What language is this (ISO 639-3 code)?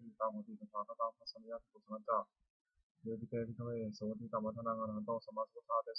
pli